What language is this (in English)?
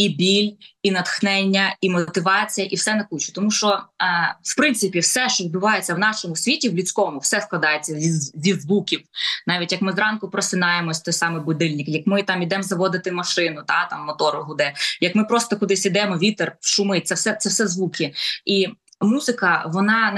Ukrainian